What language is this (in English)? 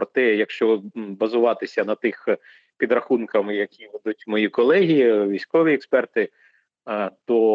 Ukrainian